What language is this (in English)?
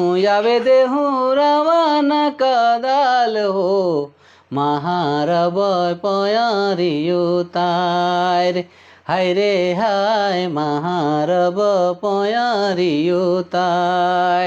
Sadri